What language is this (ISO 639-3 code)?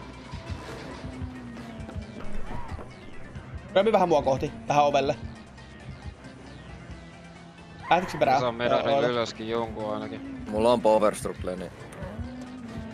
fin